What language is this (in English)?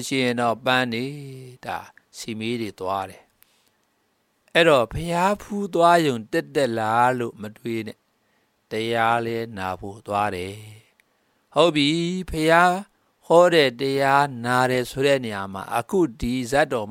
Burmese